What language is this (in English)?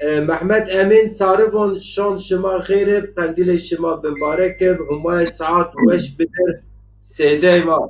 Zaza